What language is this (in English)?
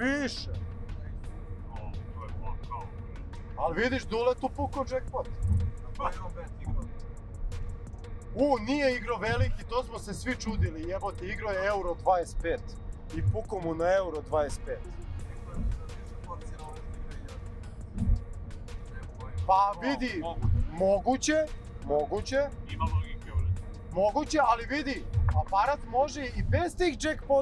Serbian